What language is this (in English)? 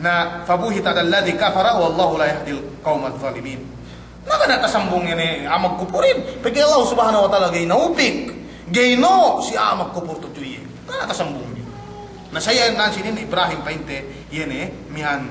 Yakan